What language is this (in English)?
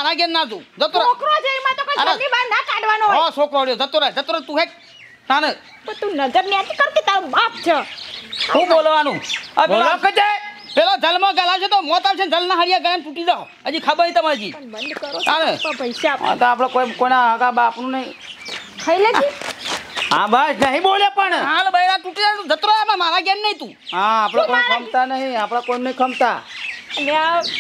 Gujarati